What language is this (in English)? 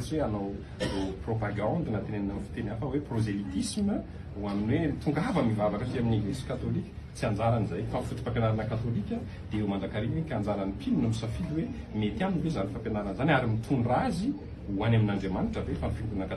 Malagasy